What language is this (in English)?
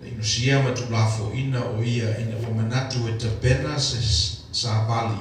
Samoan